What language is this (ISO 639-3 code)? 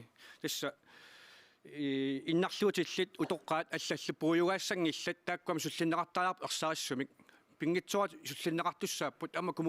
kal